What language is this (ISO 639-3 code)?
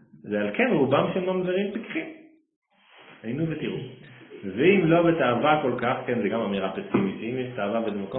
heb